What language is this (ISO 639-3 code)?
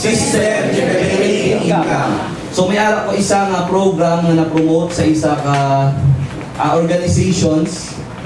hil